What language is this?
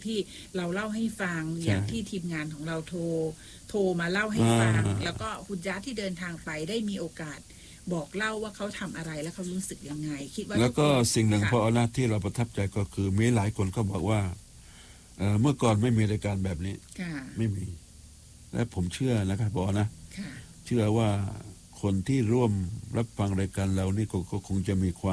Thai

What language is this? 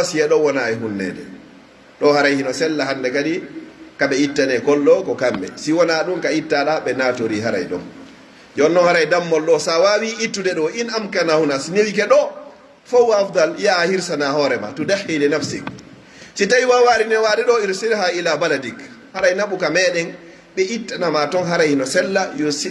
Pular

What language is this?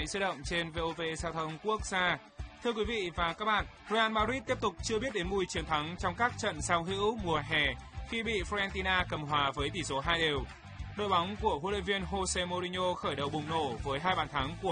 Vietnamese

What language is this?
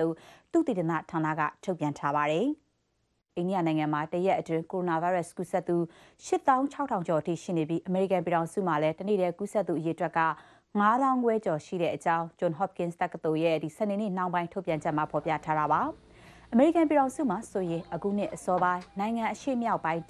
Burmese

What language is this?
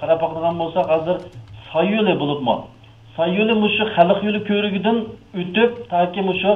Uyghur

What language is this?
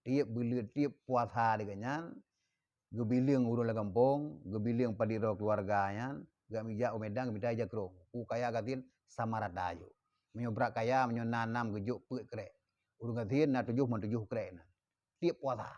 Achinese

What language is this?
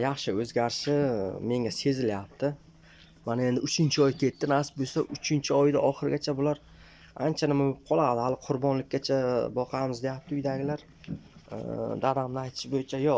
Uzbek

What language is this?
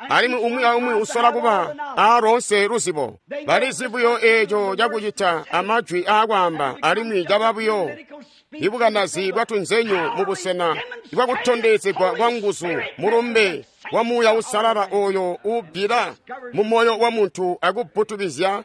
Tonga (Zambia)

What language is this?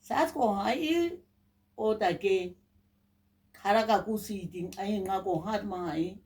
Nama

